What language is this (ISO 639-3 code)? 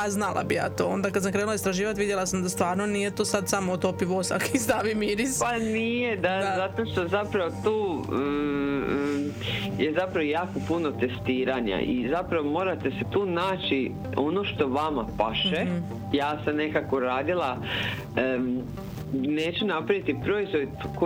hrv